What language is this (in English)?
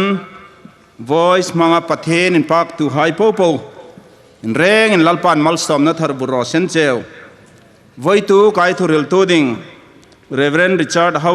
Hmar